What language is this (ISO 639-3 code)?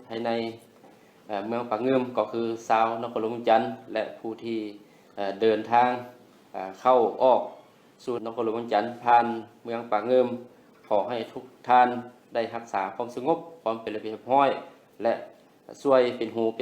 lao